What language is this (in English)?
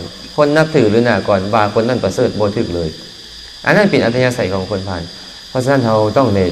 Lao